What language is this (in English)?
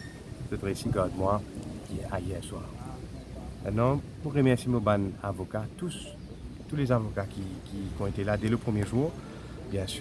Morisyen